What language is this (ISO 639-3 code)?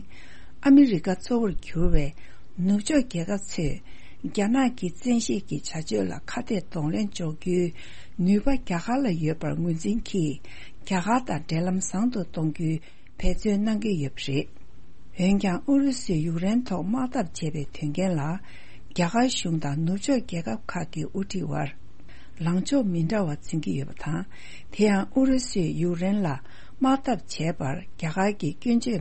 bod